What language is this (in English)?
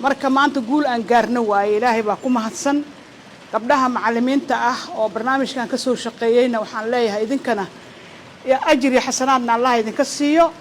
Somali